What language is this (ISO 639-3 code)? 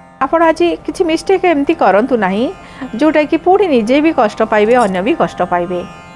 ori